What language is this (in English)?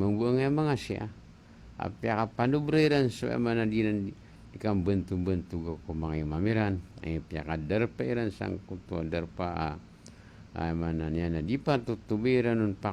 Maranao